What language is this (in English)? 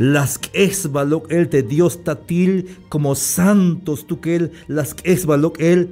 Tzeltal